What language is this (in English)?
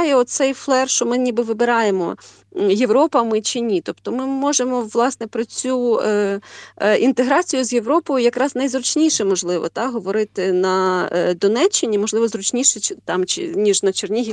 Ukrainian